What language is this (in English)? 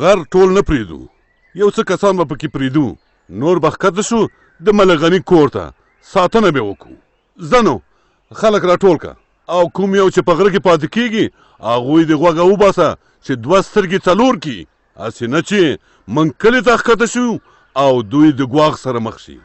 Pashto